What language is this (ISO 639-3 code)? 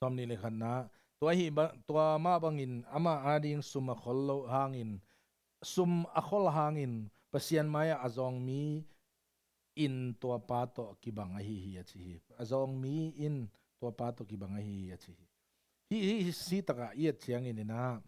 ctd